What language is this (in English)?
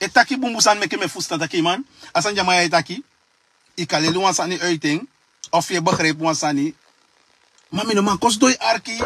Sranan Tongo